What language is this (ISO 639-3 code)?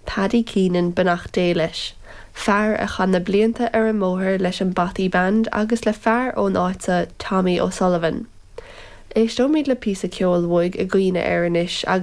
gle